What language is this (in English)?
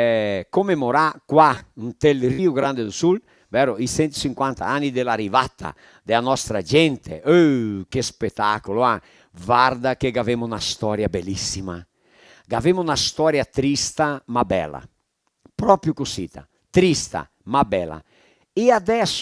Venetian